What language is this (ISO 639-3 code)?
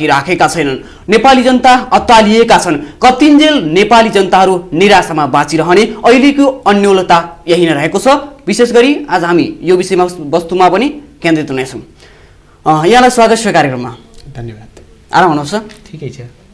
nep